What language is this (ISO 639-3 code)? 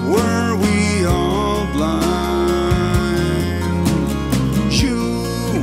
eng